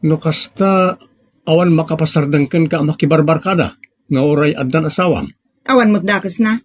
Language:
Iloko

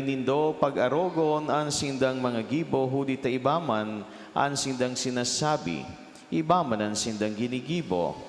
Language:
Bikol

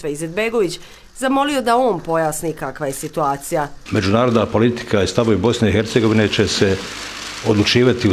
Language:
Bosnian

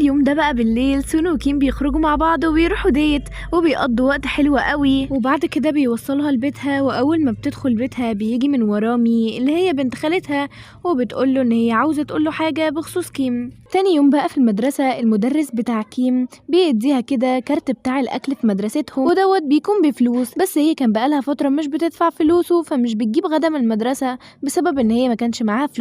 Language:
Egyptian Arabic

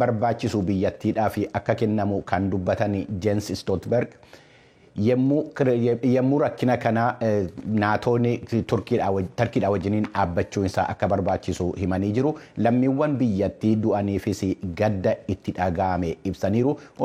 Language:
Oromo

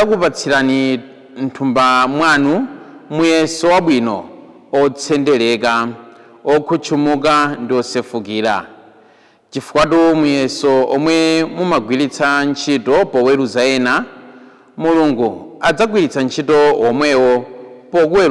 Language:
Nyanja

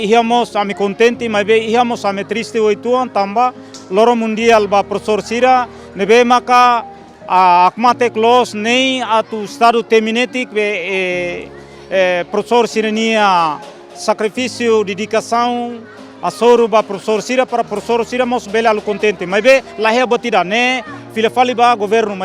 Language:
Tetum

